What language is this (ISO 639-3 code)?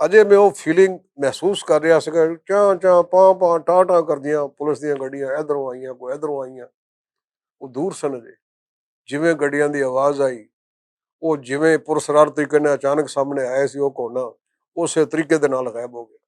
lah